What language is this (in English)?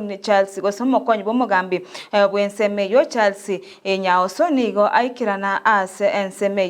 Gusii